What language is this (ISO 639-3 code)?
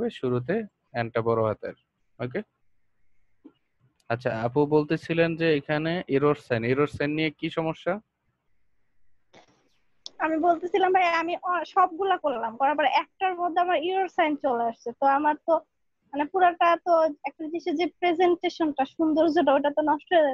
ben